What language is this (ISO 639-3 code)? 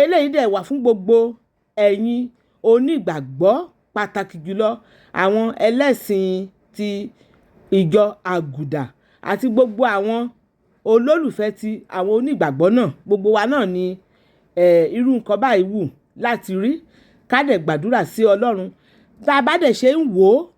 yor